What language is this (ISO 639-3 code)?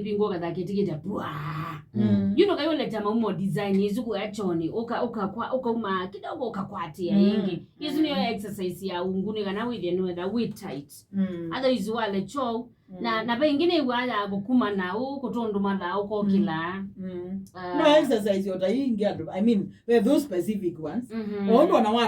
kam